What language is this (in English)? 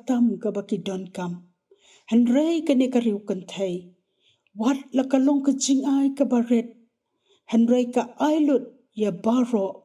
Khasi